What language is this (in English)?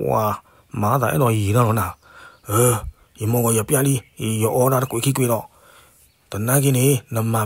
S'gaw Karen